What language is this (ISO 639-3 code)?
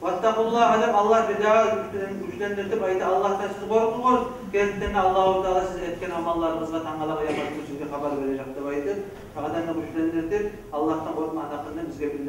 kum